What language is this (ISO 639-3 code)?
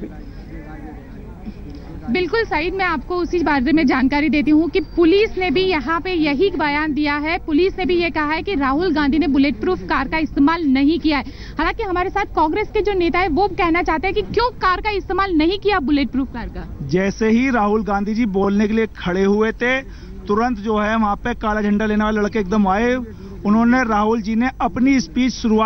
hin